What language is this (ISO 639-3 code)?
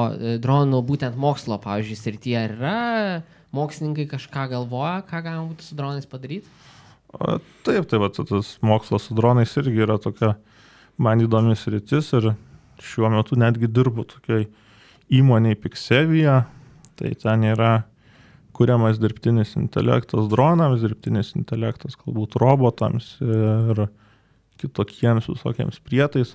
lit